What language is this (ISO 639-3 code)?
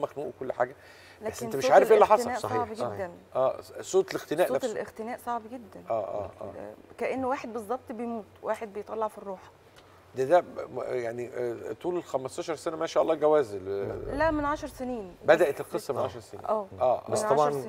arz